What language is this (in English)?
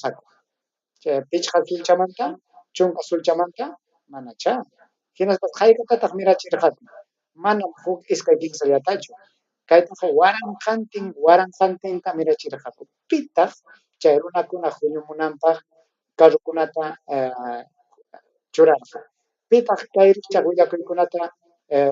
Ayacucho Quechua